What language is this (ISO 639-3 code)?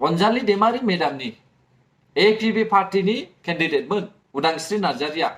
brx